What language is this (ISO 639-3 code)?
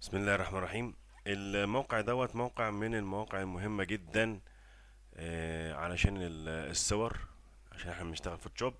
arz